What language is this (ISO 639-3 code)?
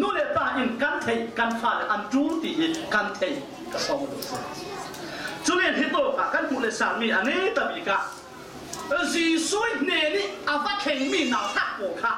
cfm